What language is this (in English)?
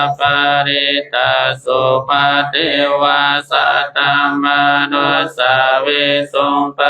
Pali